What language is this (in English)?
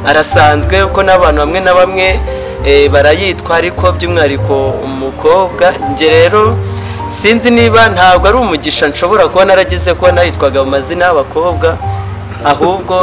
Kinyarwanda